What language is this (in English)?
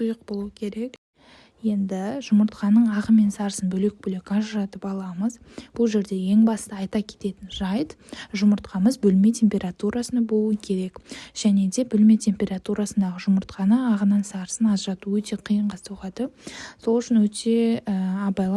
Kazakh